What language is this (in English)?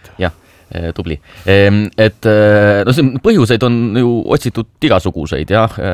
Estonian